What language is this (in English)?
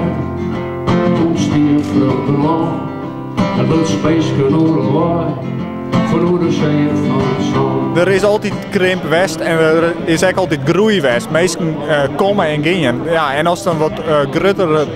Western Frisian